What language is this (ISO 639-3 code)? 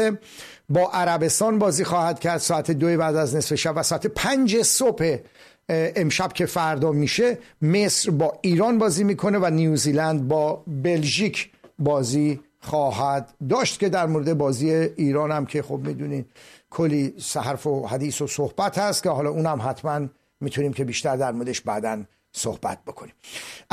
fas